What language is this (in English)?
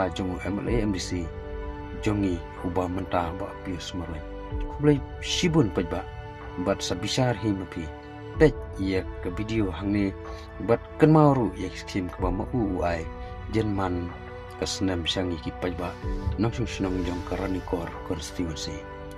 Khasi